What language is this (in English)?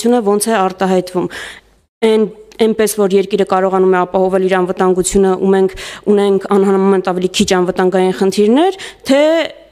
Armenian